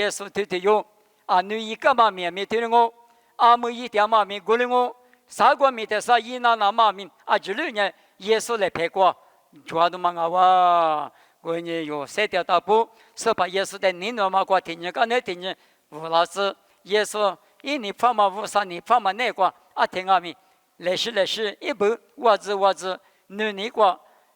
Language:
Lisu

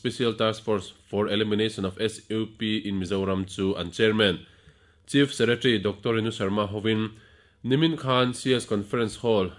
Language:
Mizo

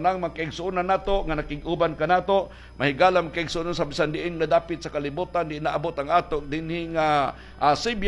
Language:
Cebuano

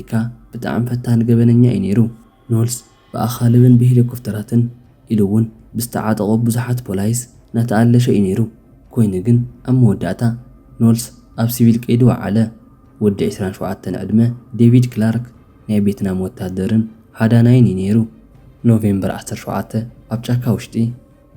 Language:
Tigrinya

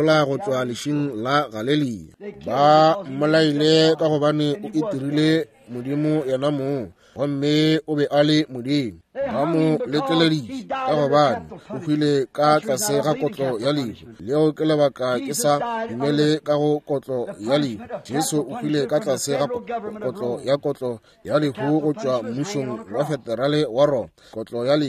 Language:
Northern Sotho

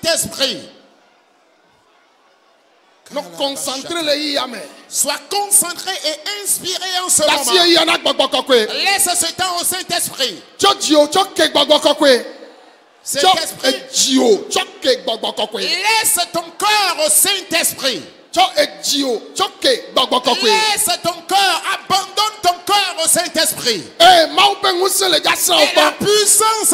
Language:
French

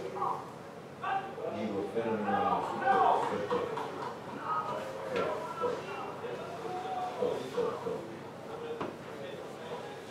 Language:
Croatian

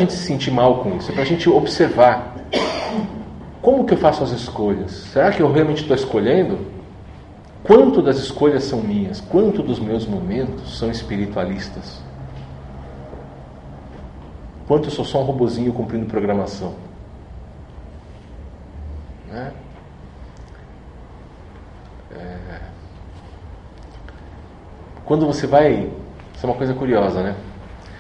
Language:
Portuguese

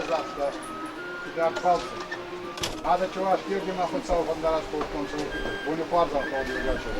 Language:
Ossetic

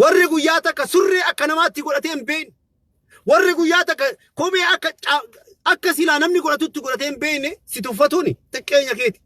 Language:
Oromo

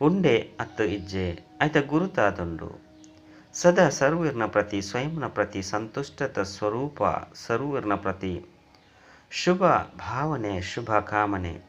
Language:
Tulu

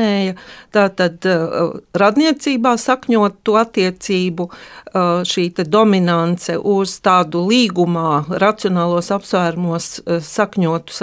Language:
Latvian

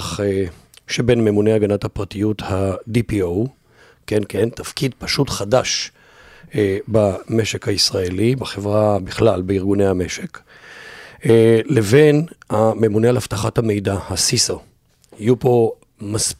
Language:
Hebrew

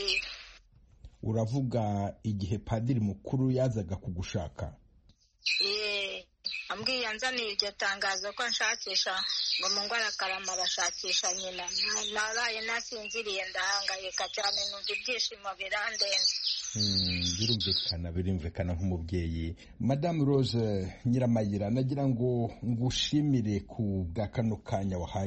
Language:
Kinyarwanda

